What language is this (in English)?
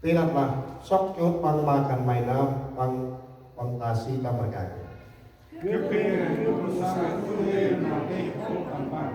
Central Mnong